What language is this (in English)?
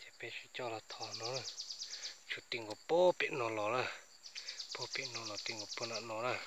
Hmong